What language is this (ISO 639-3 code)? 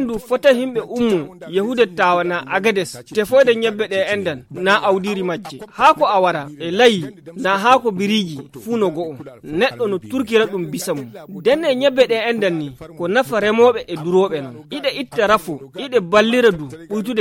ful